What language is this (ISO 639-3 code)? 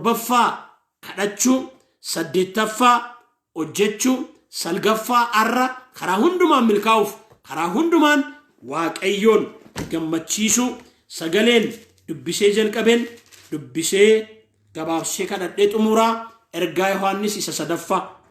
orm